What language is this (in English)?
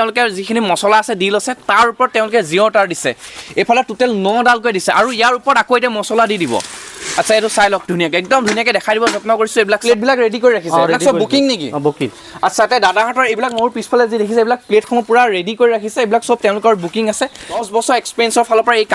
Assamese